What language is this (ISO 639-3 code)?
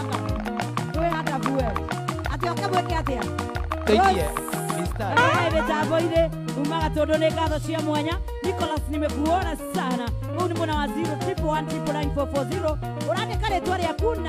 kik